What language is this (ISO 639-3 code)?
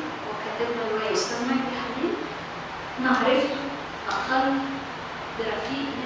arz